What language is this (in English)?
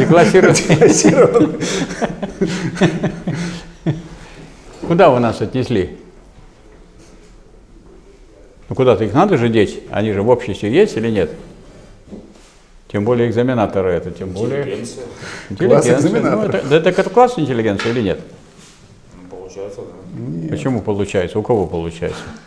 Russian